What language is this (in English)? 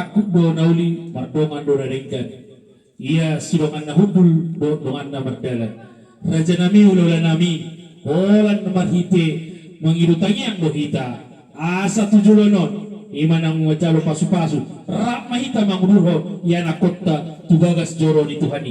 Batak Toba